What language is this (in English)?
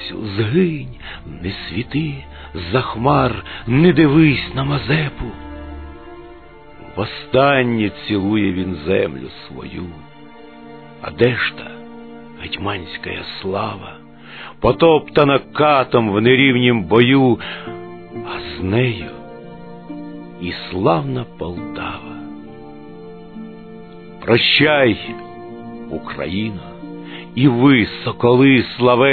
Ukrainian